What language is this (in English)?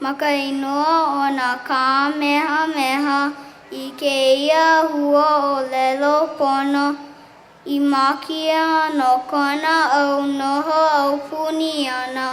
Hawaiian